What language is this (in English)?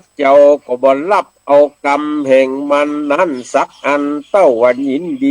Northern Thai